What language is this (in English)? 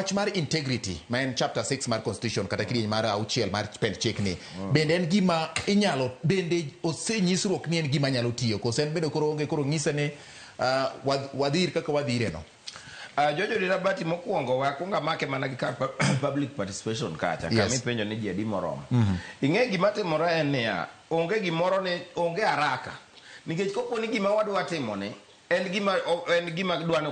Luo (Kenya and Tanzania)